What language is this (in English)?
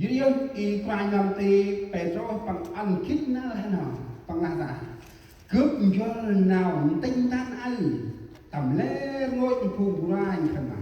Central Mnong